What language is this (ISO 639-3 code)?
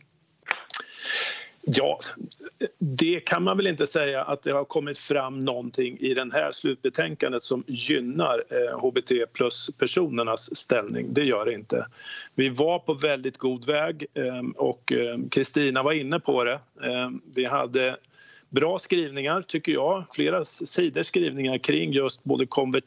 swe